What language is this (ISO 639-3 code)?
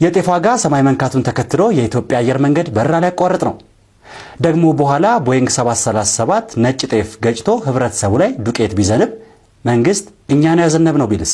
amh